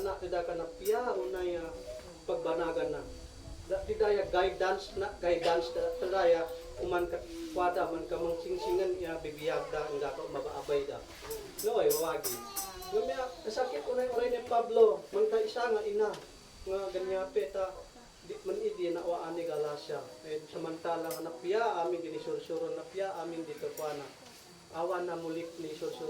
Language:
Isnag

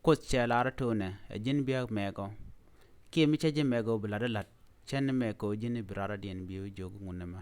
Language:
Nuer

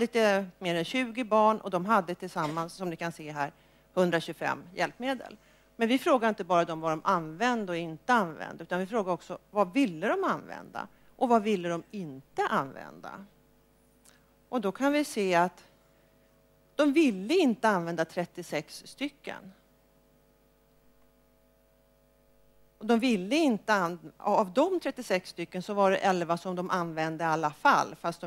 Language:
Swedish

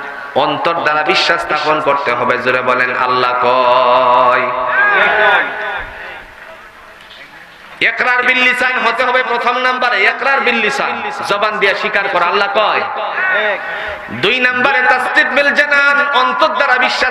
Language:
Bangla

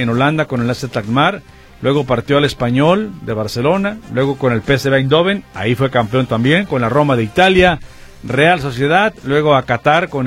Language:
Spanish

